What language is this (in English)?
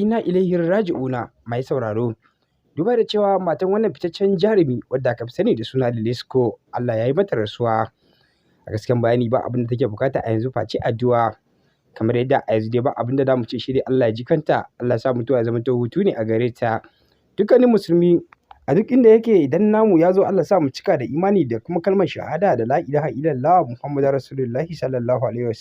Hausa